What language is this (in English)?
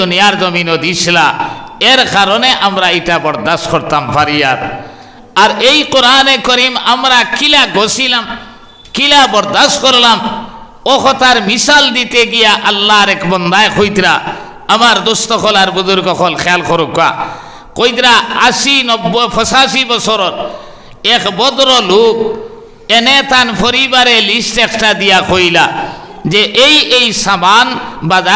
Sylheti